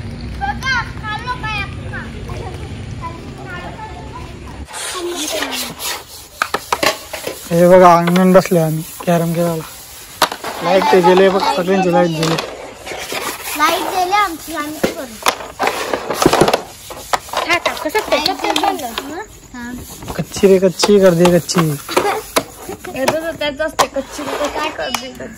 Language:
Marathi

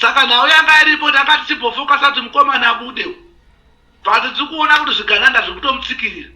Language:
Shona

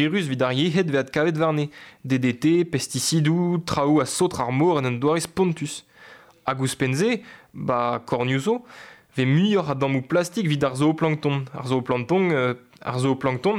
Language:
Breton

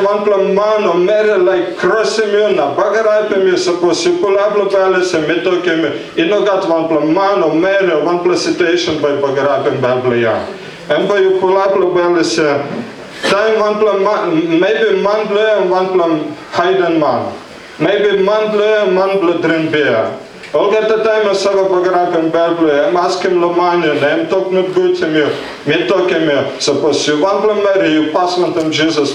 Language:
Tok Pisin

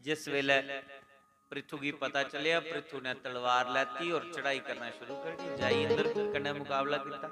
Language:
Dogri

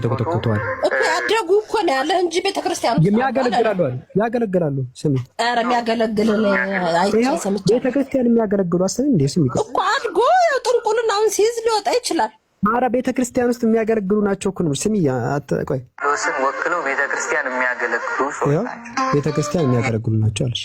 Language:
Amharic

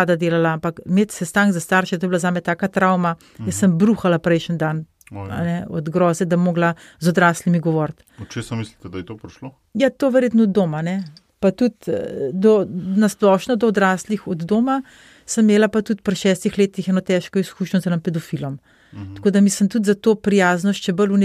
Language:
Slovenian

